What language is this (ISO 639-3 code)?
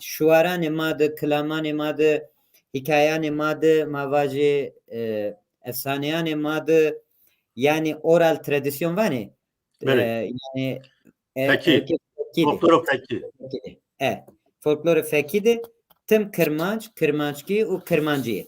zza